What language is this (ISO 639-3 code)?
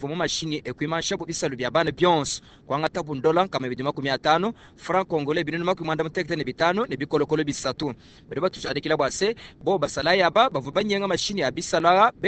lua